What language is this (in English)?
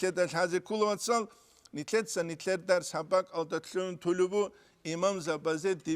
Avaric